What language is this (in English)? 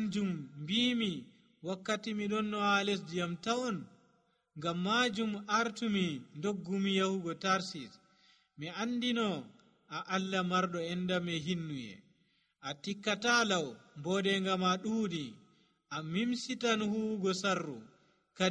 Nigerian Fulfulde